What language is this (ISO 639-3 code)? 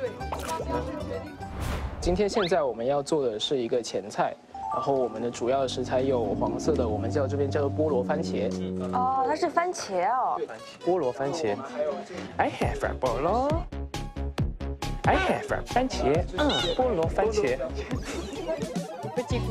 zho